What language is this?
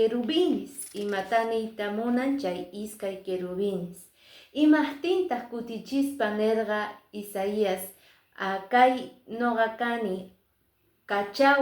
Quechua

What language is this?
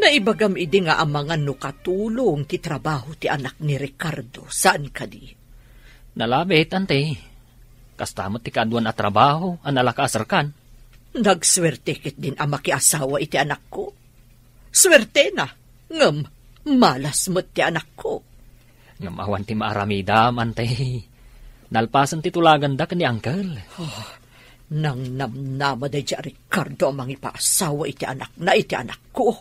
Iloko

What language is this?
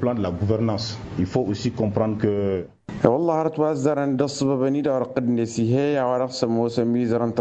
Tamasheq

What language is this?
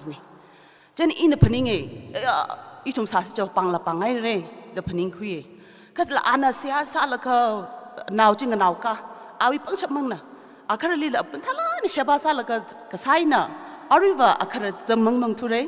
Tangkhul Naga (India)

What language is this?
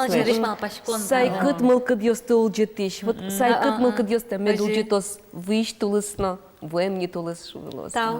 Udmurt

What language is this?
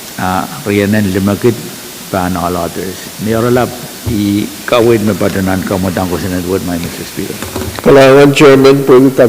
Pohnpeian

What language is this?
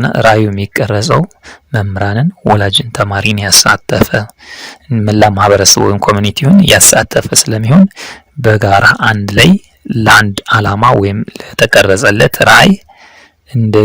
Amharic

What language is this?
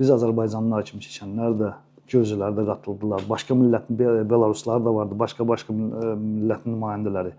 Azerbaijani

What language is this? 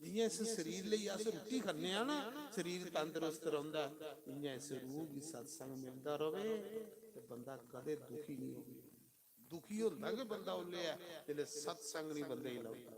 Dogri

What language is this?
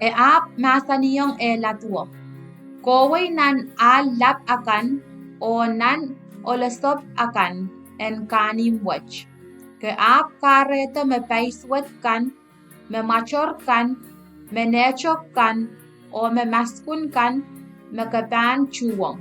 Pohnpeian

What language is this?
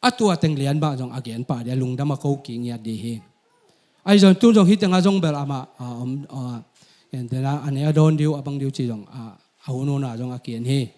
Tedim Chin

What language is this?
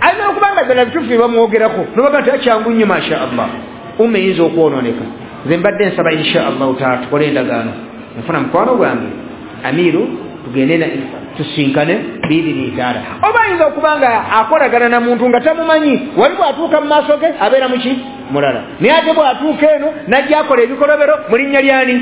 Ganda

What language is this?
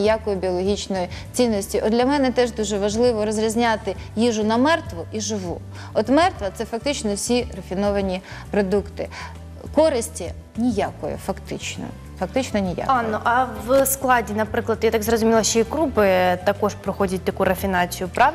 Ukrainian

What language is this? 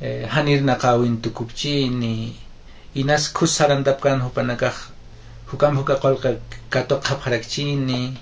Aymara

